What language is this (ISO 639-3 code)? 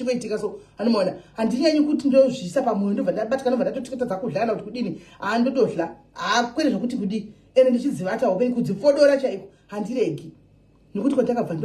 sna